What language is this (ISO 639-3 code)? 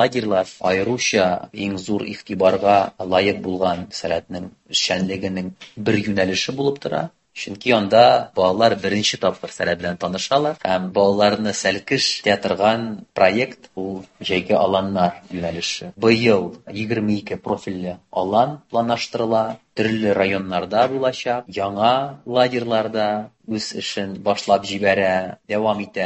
tat